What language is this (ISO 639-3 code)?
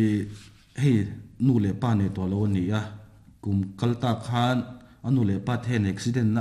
lus